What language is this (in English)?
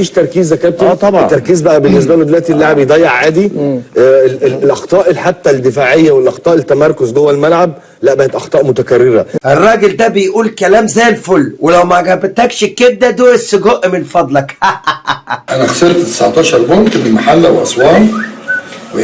Egyptian Arabic